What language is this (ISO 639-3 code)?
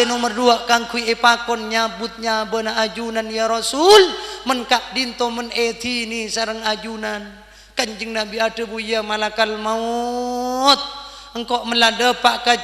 mad